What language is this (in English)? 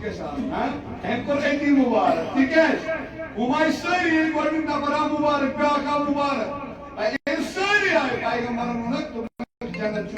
Kashmiri